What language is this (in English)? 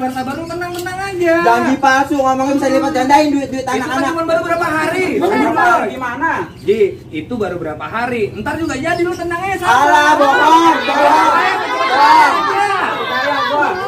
Betawi